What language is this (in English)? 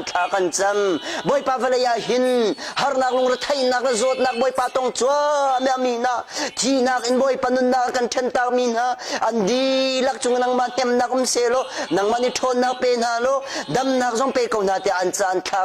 Hakha Chin